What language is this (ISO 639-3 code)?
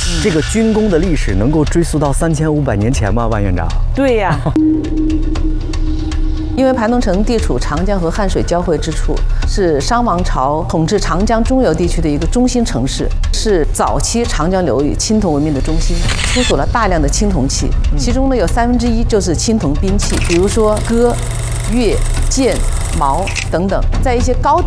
zho